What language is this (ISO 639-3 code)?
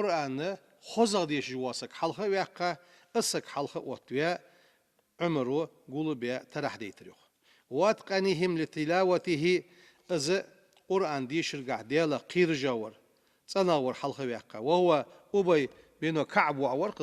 inh